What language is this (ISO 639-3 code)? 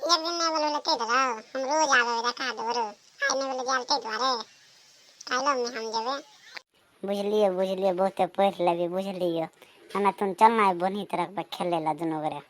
mai